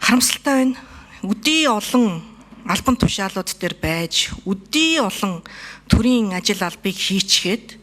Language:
Mongolian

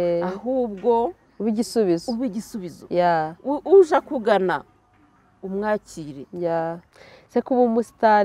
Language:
Kinyarwanda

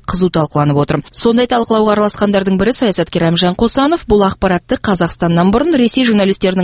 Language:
Kazakh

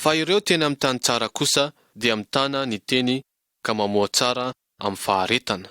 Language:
Malagasy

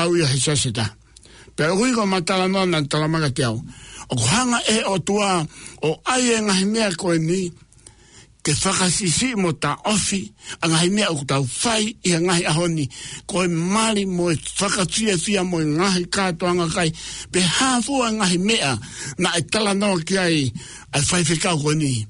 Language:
Tongan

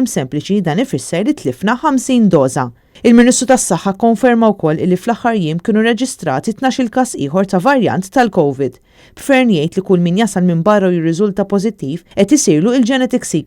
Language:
Maltese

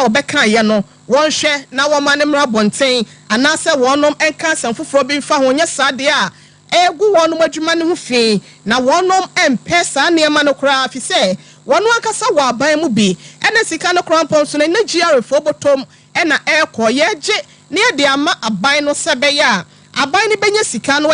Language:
Akan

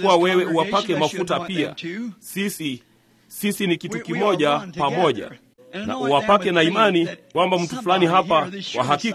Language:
Swahili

